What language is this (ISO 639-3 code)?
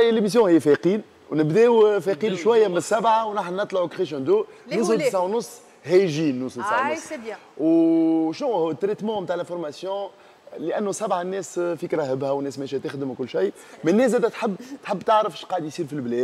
aeb